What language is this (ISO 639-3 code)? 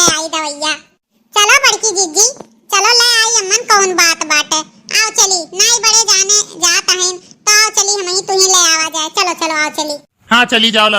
awa